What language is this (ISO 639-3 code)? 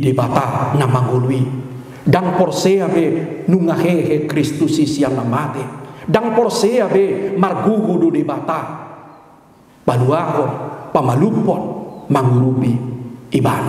bbc